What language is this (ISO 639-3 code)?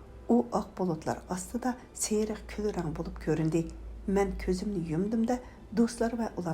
uig